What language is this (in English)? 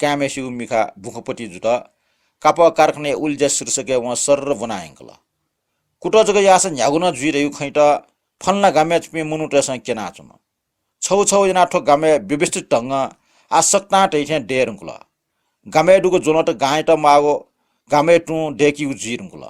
Newari